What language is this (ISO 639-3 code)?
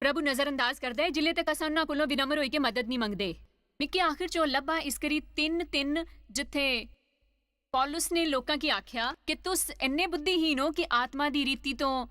doi